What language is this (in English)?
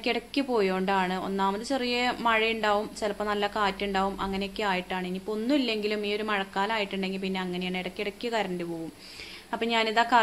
Malayalam